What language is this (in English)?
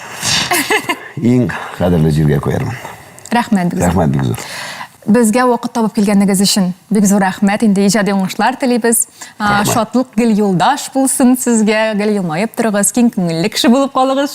Tatar